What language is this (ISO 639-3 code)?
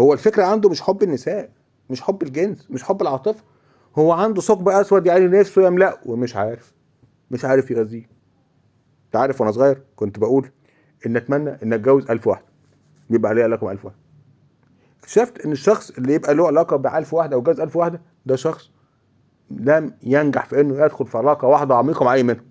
arz